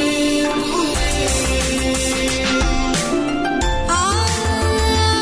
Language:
Malayalam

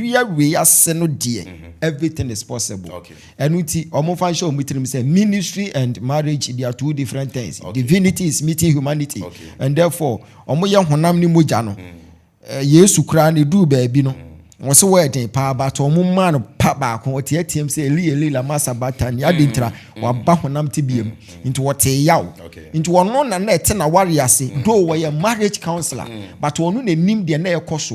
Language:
Akan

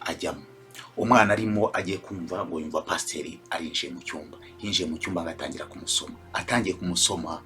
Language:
Kinyarwanda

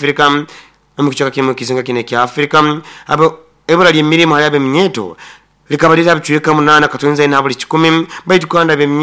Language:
Nyoro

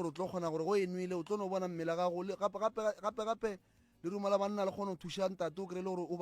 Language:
Northern Sotho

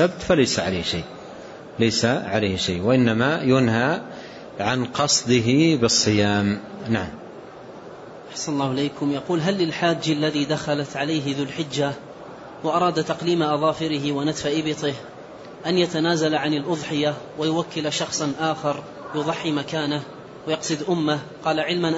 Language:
Arabic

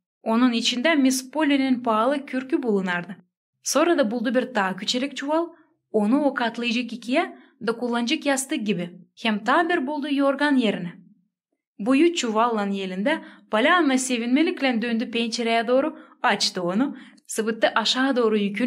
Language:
Gagauz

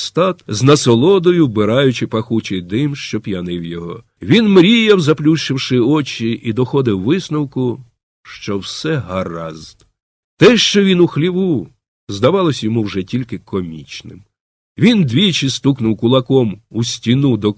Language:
Ukrainian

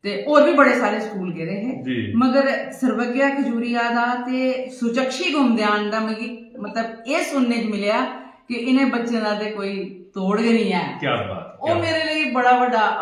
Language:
Dogri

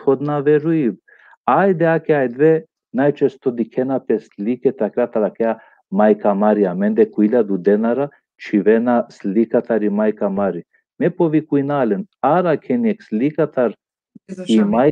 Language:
Balkan Romani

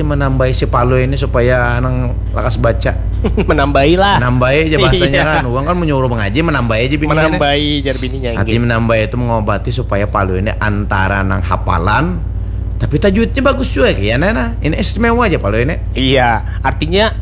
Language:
Banjar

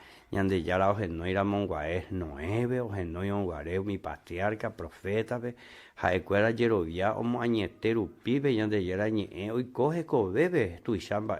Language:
Guarani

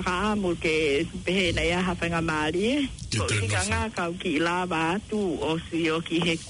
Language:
Tongan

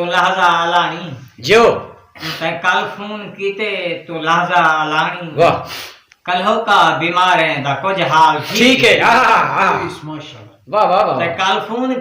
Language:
Saraiki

